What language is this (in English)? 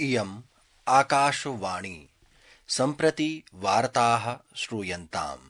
Sanskrit